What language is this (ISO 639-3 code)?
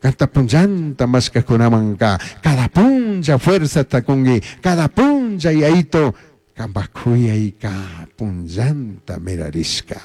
qug